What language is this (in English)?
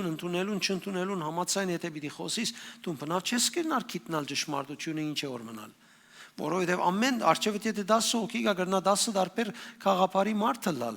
Western Armenian